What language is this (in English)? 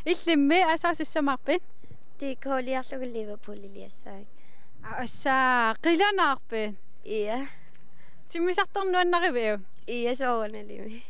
Kalaallisut